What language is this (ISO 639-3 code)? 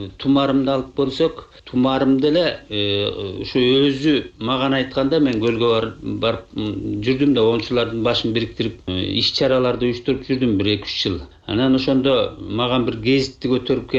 kir